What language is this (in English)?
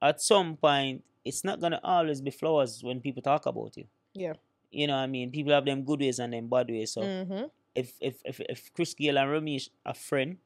Jamaican Creole English